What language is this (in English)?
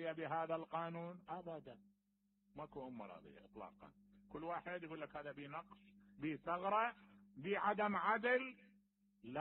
Mesopotamian Arabic